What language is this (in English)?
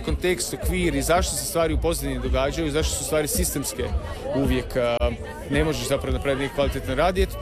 Croatian